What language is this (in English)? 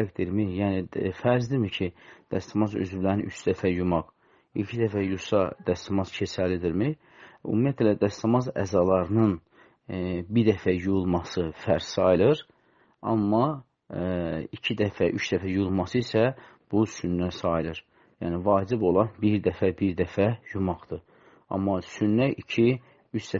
Azerbaijani